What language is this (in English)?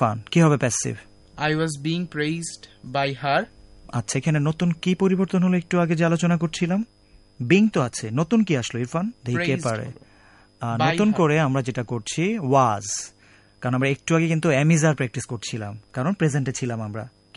Bangla